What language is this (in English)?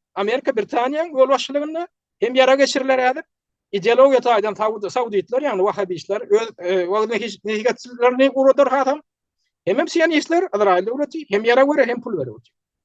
Turkmen